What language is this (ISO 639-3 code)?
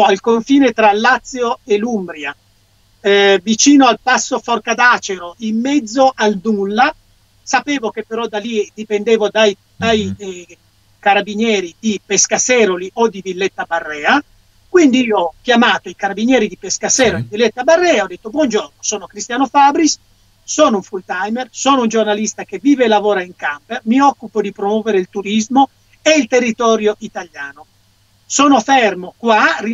ita